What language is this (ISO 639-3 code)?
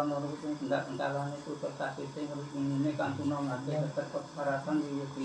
jav